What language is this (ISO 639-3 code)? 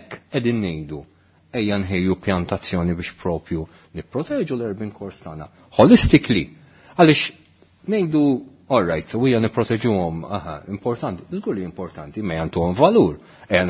mlt